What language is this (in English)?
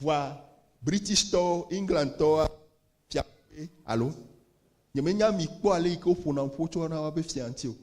Ewe